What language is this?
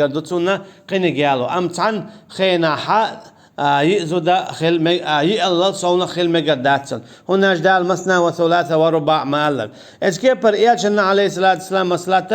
Chechen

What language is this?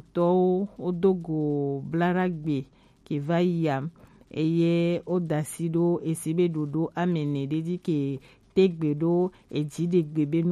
Gen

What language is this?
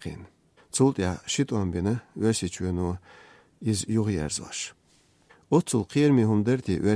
Chechen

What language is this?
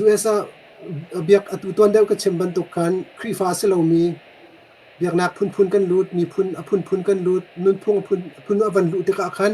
Hakha Chin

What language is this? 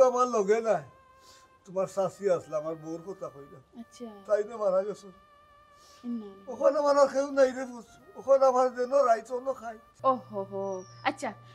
Sylheti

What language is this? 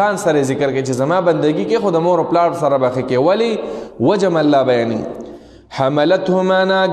Pashto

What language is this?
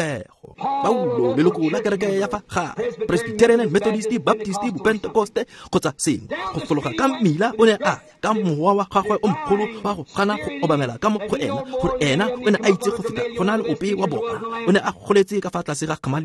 Tswana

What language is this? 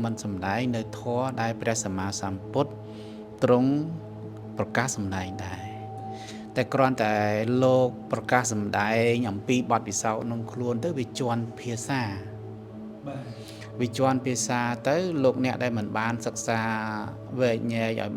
Khmer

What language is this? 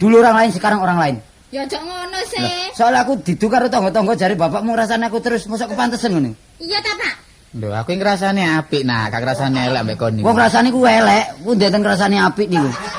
Javanese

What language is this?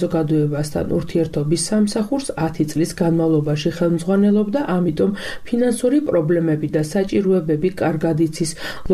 Georgian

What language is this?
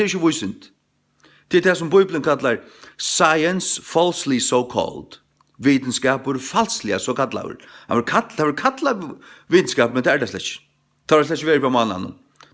Faroese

